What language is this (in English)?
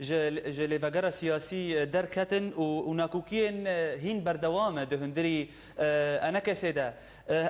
Kurdish